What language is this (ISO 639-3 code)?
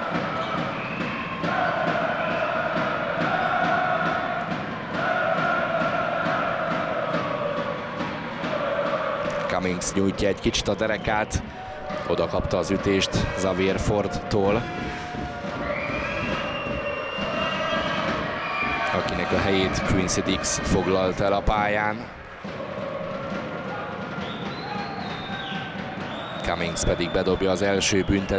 hun